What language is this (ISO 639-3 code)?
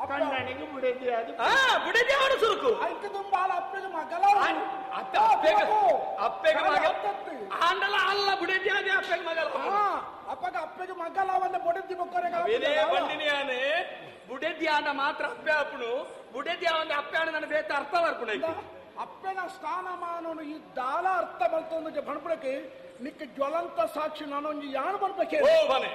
tcy